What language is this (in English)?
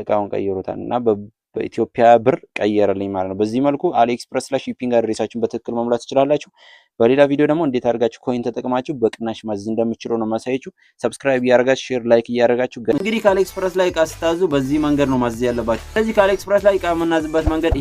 Amharic